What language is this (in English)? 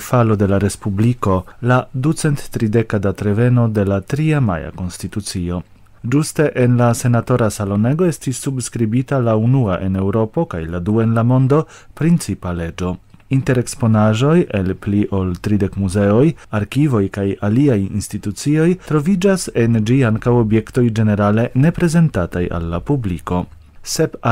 Esperanto